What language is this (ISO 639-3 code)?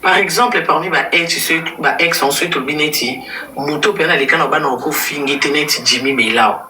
lin